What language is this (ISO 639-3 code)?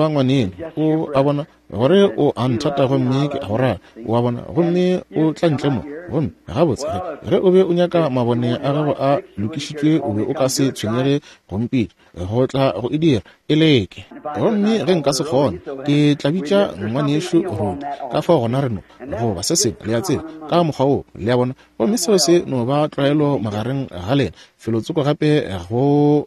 nso